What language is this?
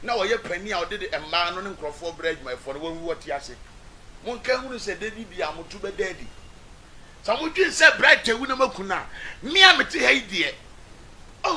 Akan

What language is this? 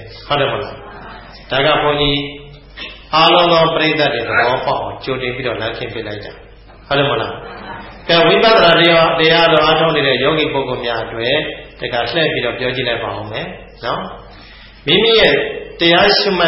Burmese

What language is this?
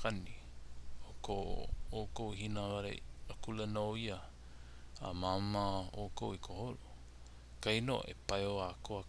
Hawaiian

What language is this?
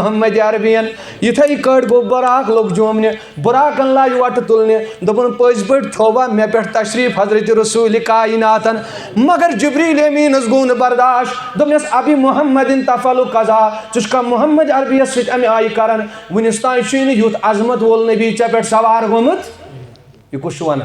Kashmiri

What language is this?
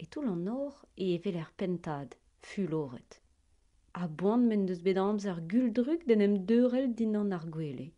Breton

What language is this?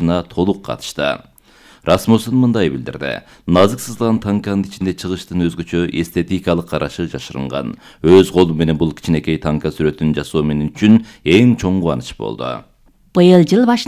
Kyrgyz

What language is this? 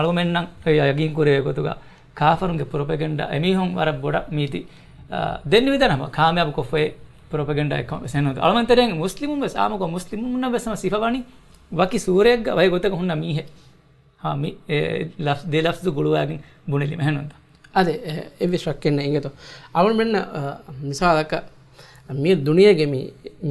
Divehi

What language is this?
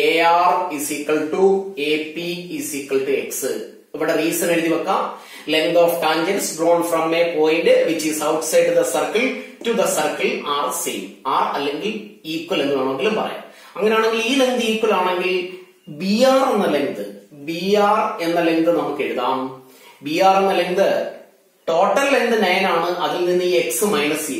Malayalam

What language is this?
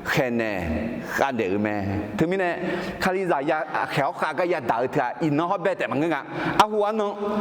Akha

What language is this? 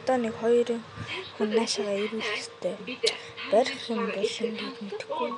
Mongolian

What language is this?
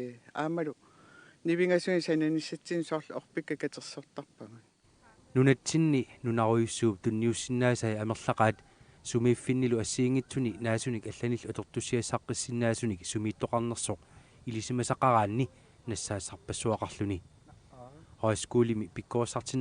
Kalaallisut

